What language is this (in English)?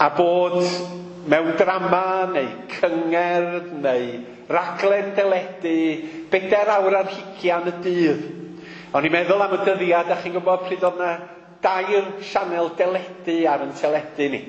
Welsh